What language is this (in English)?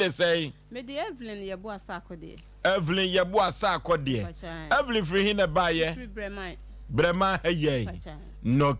Akan